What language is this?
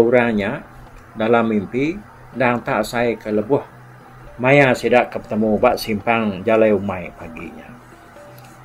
Iban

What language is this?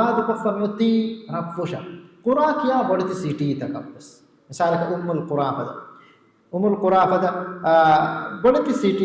Divehi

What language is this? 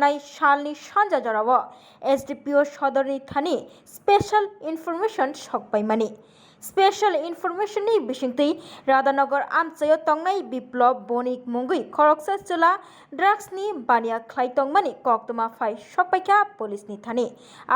Kok Borok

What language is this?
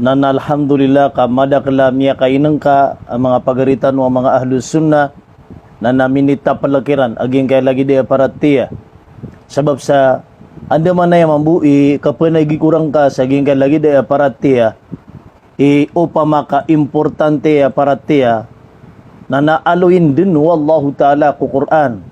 Maranao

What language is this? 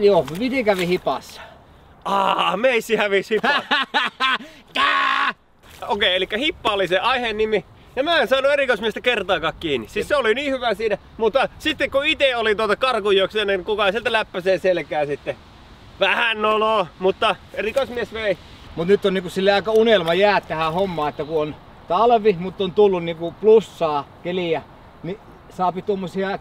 Finnish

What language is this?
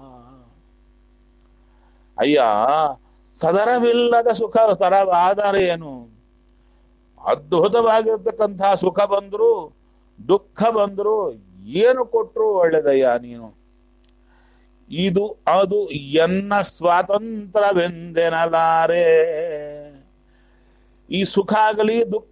Kannada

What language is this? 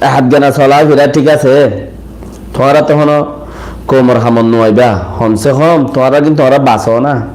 Rohingya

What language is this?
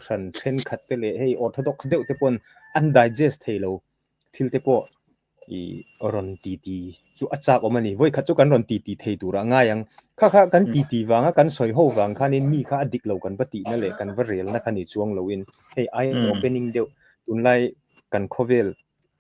Mizo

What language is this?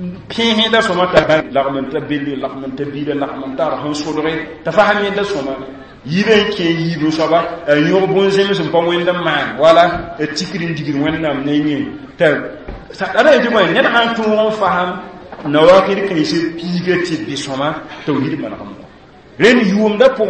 Mossi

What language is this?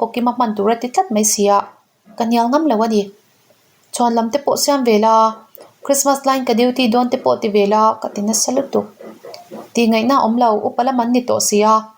Mizo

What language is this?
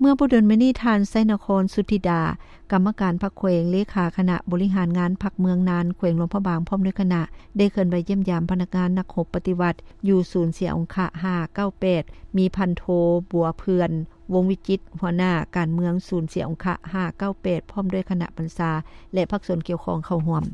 Lao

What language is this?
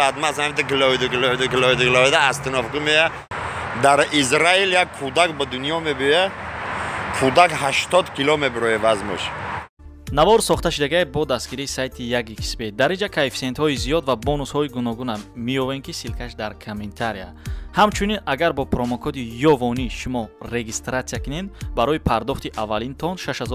Tajik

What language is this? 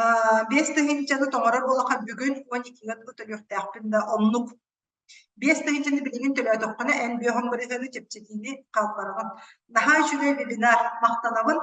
Yakut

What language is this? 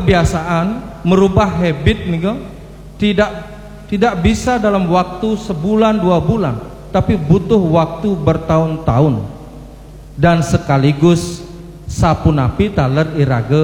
Balinese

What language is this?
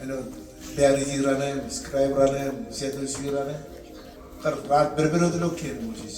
Marshallese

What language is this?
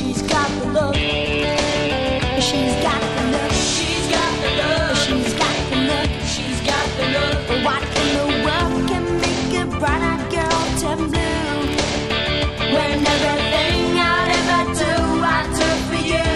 English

